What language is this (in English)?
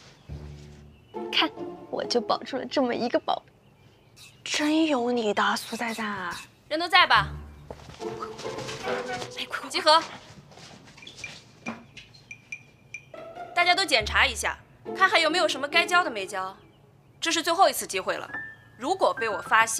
Chinese